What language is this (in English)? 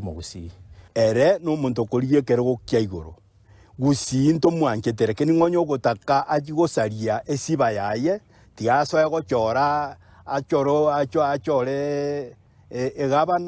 Gusii